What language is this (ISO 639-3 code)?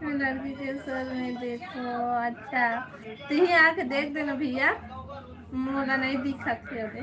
hne